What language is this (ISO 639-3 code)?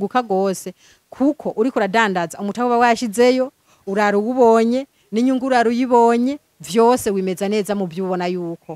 run